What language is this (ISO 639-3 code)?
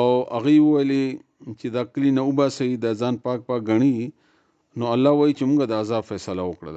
pus